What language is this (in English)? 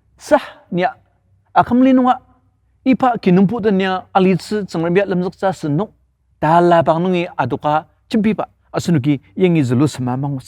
Ao Naga